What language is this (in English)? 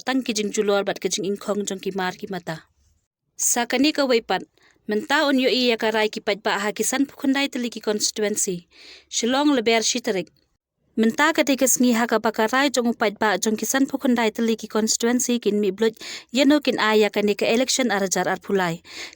Khasi